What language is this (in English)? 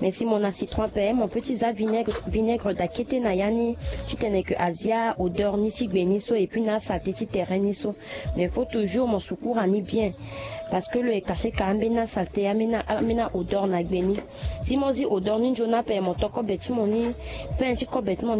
Sango